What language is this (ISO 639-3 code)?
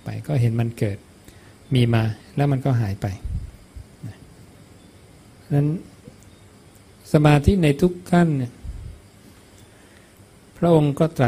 tha